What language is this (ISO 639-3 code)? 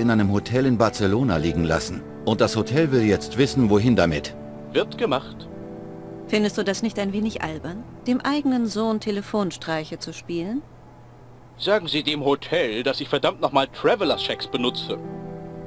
bar